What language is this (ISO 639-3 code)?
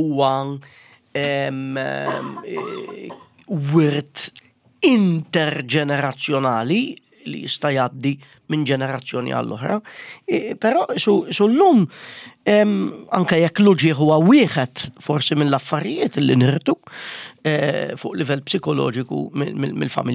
mlt